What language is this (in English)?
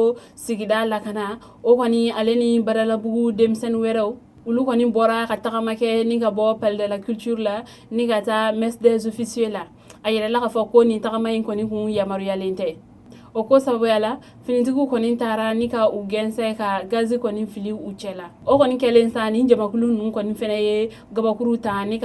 Bambara